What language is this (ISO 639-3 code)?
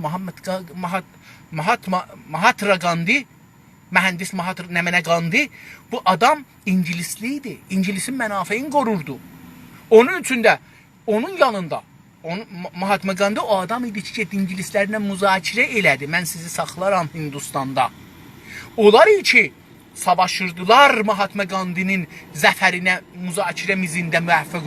azb